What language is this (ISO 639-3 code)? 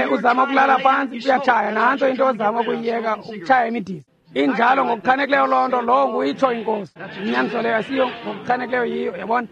xho